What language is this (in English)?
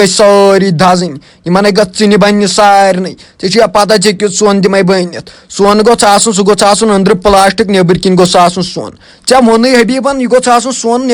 Kashmiri